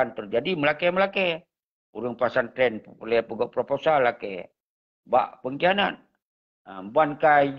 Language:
Achinese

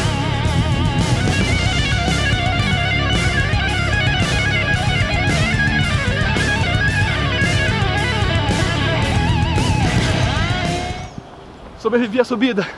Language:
Portuguese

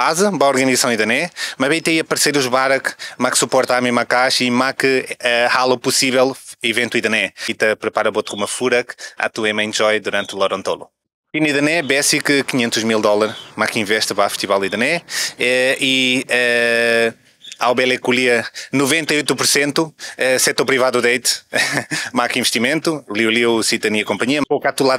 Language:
Tetum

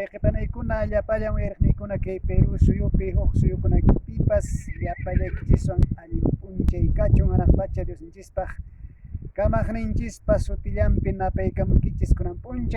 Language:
Quechua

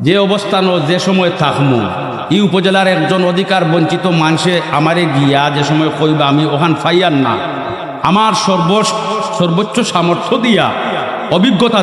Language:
Sylheti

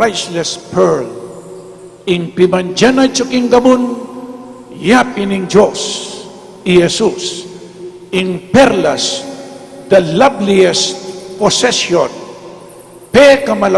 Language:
Pampanga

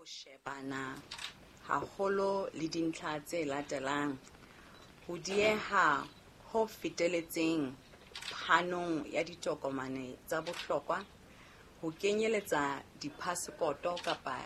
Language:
Southern Sotho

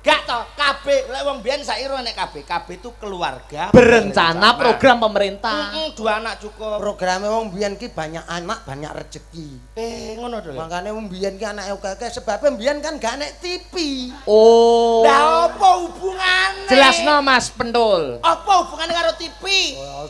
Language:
Javanese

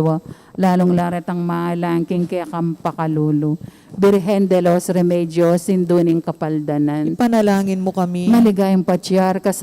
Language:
Pampanga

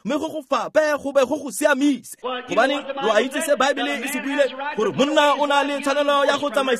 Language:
Tswana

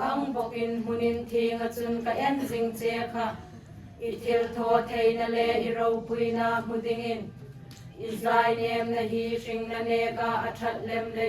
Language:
Hmar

